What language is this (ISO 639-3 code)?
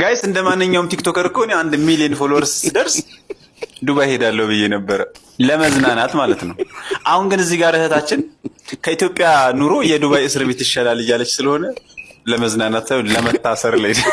amh